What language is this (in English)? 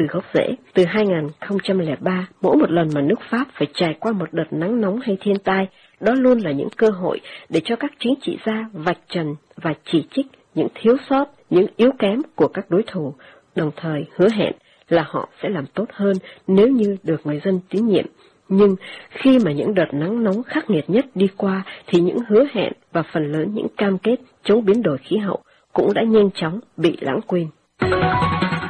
Vietnamese